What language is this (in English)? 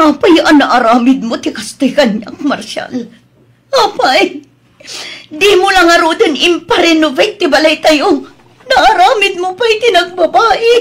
Iloko